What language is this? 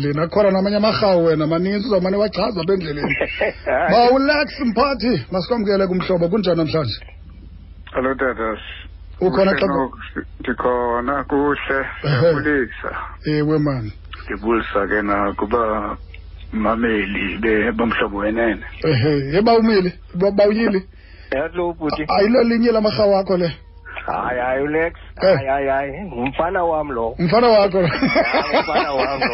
Xhosa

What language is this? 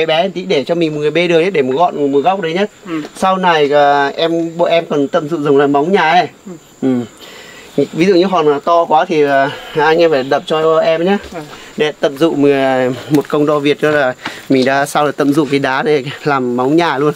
Vietnamese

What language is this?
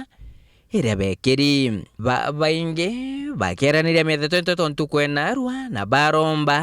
Meru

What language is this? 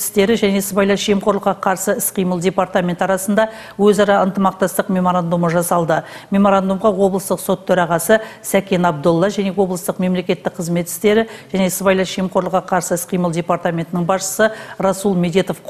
Kazakh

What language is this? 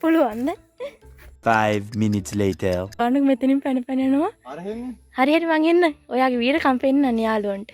Sinhala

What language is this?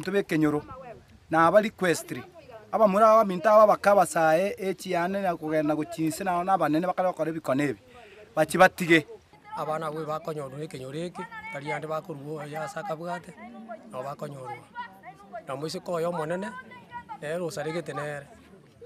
Gusii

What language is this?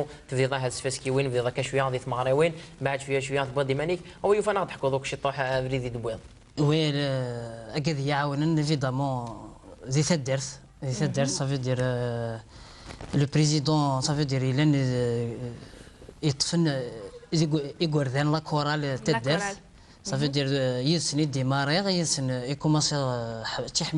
Kabyle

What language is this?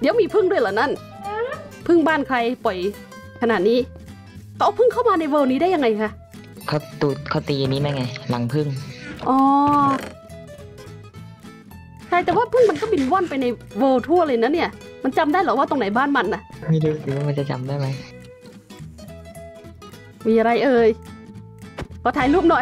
Thai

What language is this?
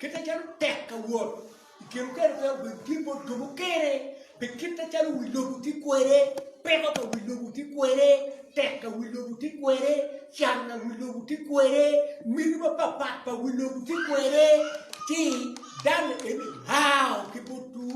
Acoli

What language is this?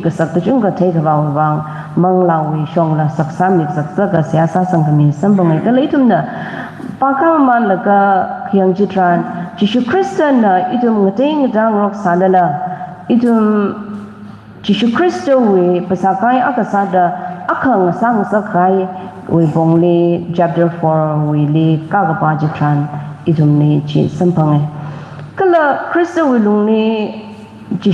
Tangkhul Naga (India)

